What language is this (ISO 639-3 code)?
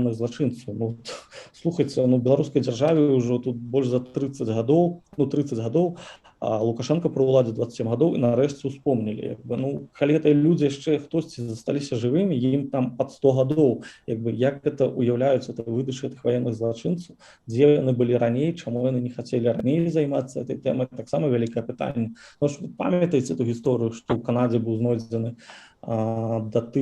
bel